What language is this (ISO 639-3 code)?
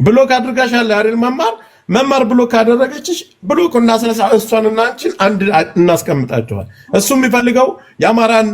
amh